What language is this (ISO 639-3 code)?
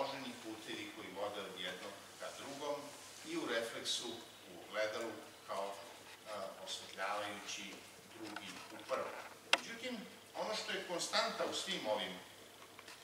srp